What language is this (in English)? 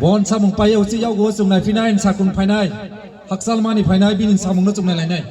Riang (India)